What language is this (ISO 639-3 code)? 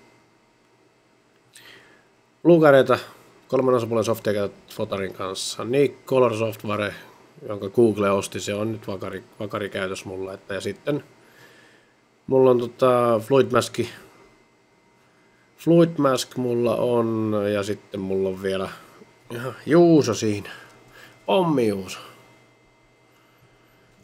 fin